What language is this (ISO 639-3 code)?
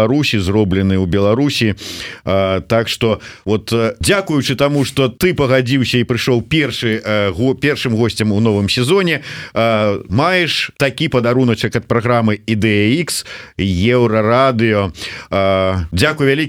bel